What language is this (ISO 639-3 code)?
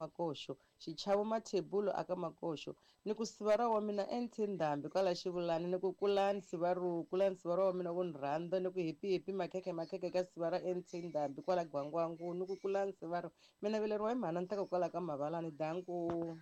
tso